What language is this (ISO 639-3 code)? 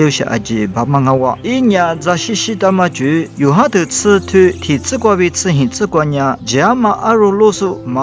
lis